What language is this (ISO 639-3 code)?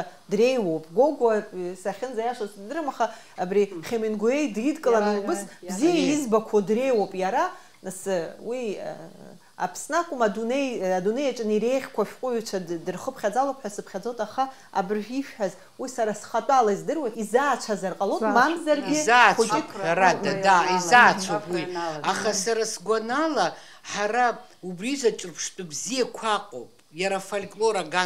abk